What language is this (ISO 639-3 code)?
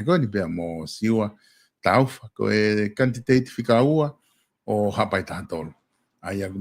ton